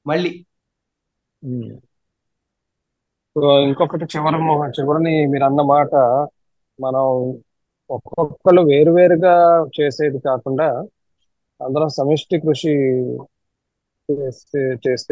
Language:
Telugu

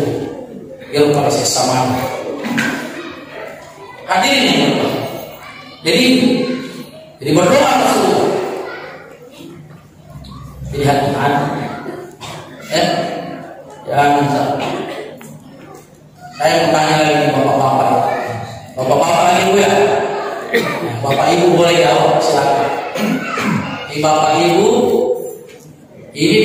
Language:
Indonesian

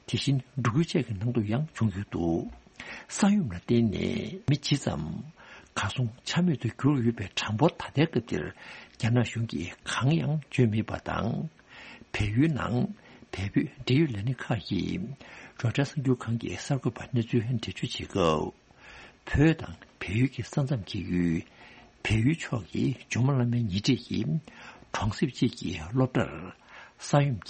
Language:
Tibetan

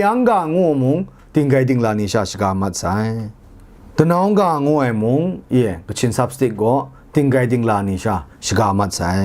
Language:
Kachin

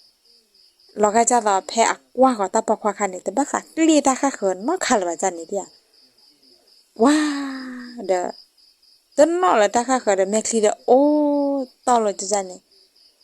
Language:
S'gaw Karen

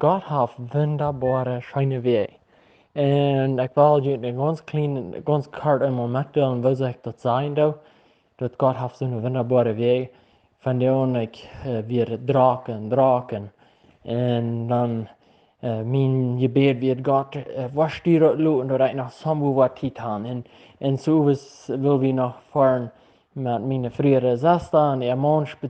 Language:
Plautdietsch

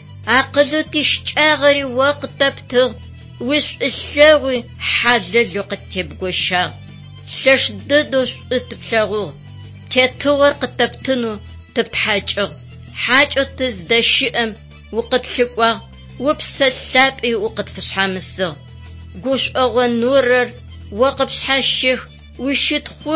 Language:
Adyghe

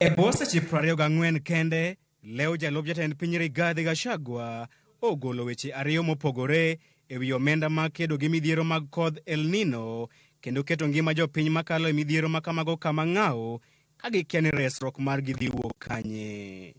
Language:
Luo (Kenya and Tanzania)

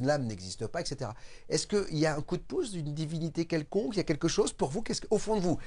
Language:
French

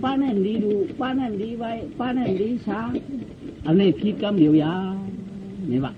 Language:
Shan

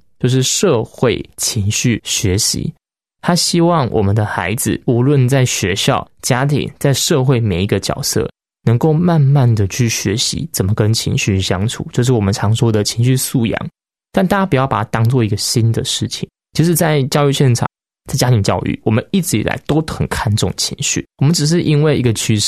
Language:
Chinese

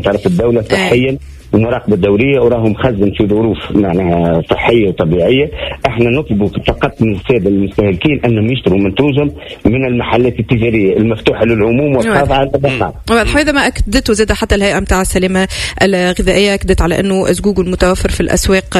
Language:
Tunisian Arabic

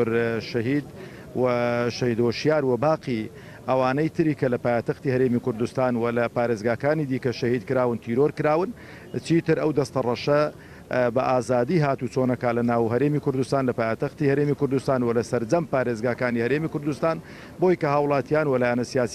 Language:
Central Kurdish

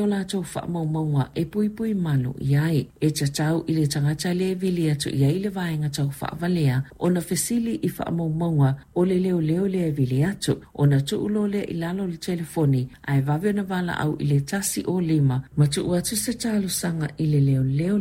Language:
Samoan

